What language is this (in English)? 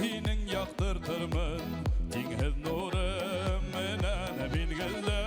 Bashkir